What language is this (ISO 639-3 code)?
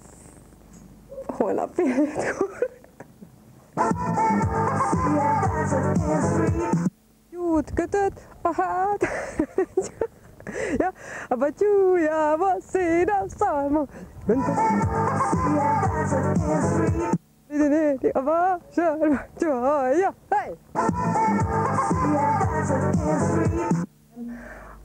hun